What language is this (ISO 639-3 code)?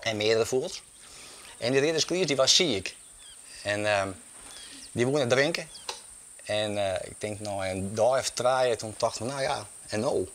fry